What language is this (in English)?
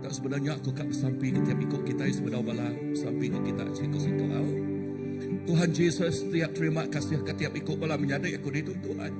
Iban